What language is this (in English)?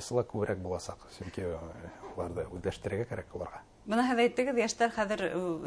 Bashkir